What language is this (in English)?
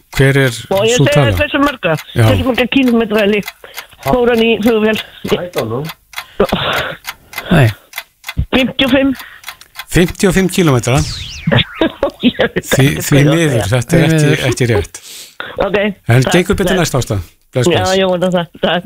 Icelandic